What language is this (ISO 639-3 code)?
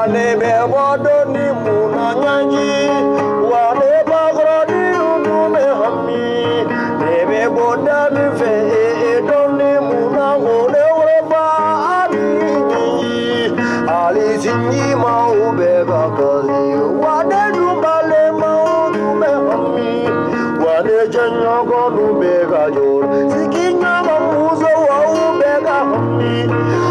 bam